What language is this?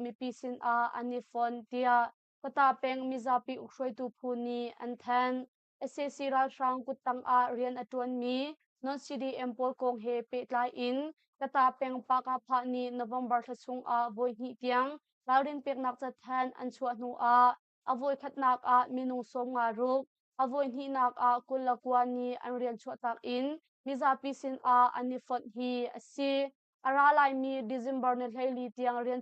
Hakha Chin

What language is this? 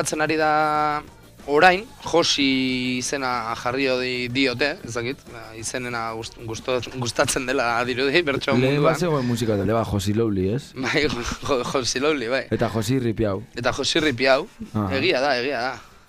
Basque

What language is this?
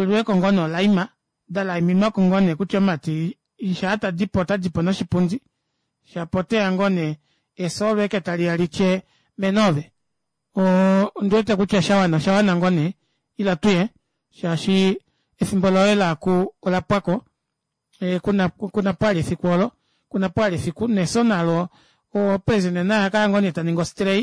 Kuanyama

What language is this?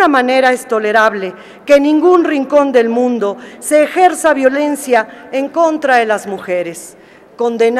Spanish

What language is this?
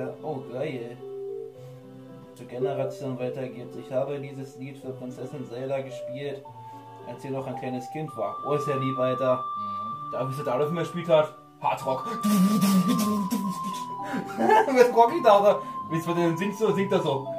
German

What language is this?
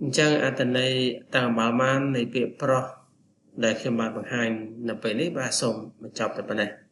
Khmer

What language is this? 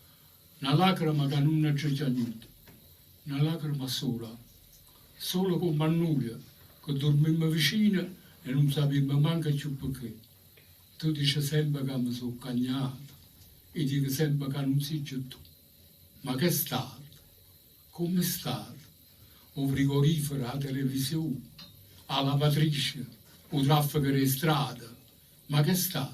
Neapolitan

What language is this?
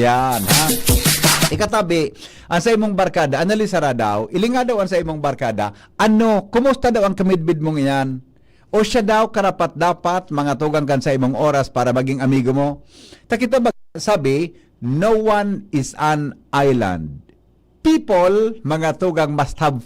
Bikol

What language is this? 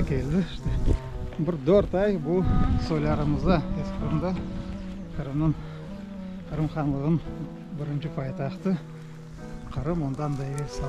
Crimean Tatar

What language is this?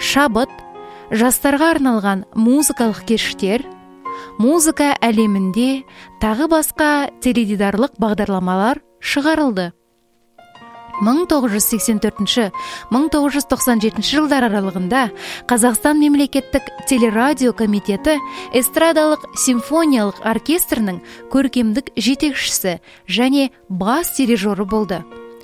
Kazakh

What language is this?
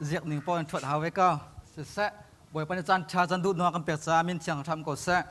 Hakha Chin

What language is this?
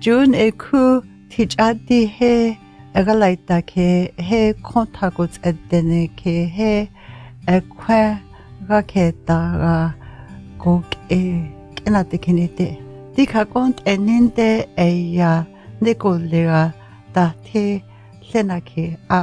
North Slavey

